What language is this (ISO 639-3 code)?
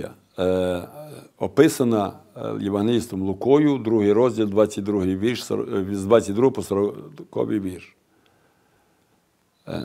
ukr